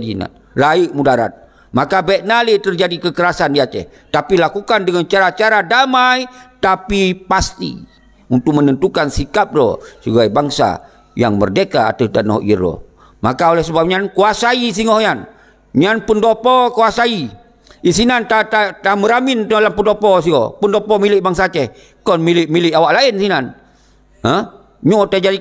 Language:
Achinese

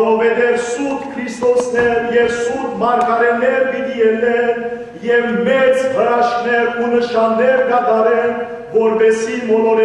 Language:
Western Armenian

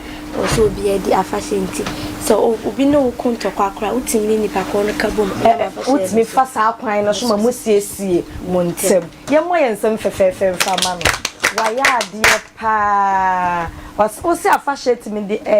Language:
Akan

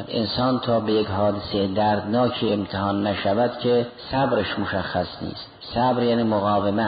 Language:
Persian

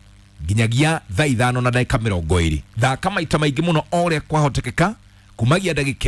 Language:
Kikuyu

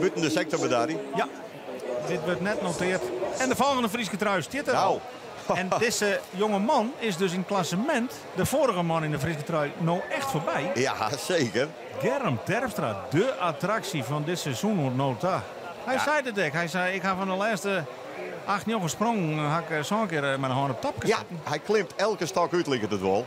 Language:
Western Frisian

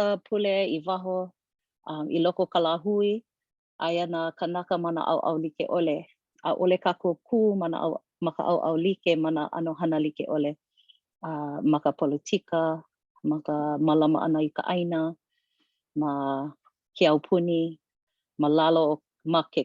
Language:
Hawaiian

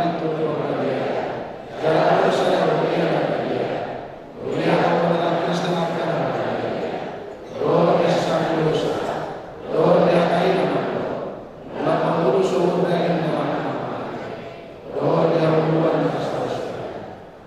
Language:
Batak Toba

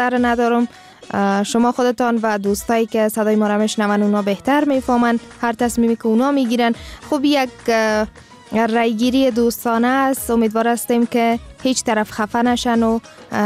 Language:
Persian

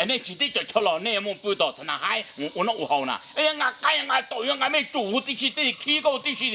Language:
Hmong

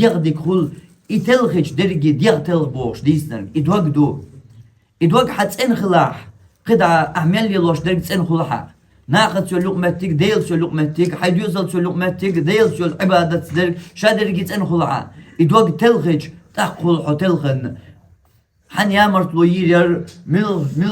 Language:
Chechen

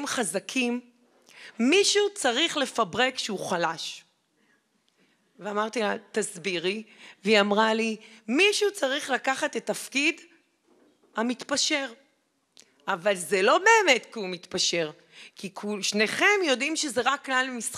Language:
Hebrew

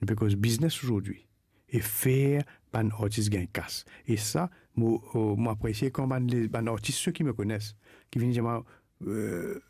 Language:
Morisyen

